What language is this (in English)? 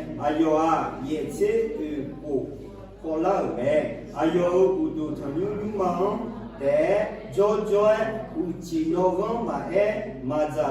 Akha